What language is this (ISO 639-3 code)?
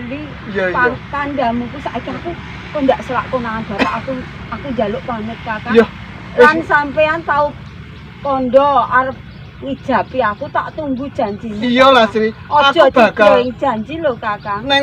jav